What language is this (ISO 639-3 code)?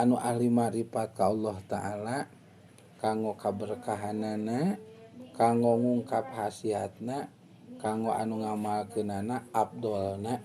sun